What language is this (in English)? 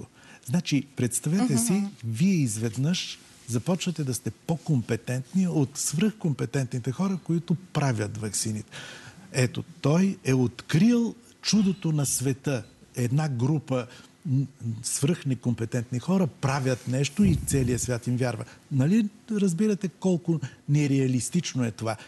Bulgarian